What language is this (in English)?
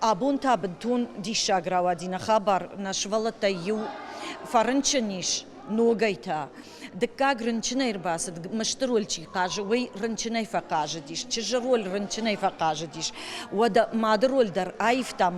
Ossetic